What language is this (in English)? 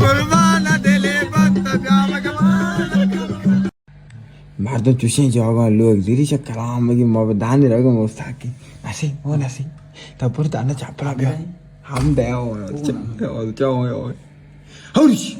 Baluchi